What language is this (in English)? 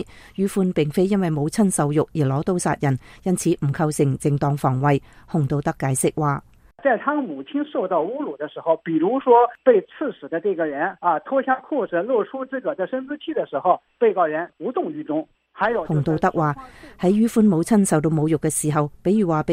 Cantonese